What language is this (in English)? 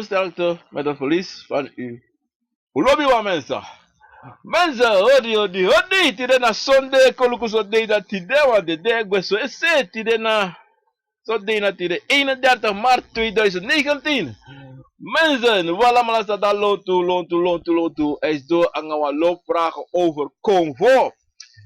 Sranan Tongo